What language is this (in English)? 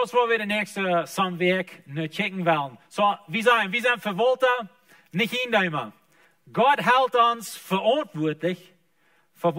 Plautdietsch